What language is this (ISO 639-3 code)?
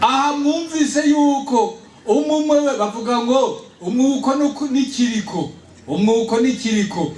run